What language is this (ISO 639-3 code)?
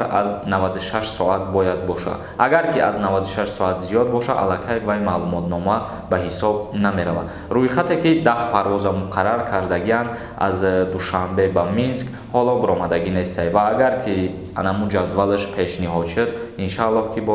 tgk